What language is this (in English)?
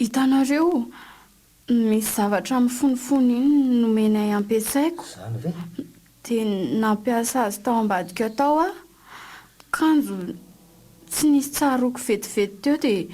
Malagasy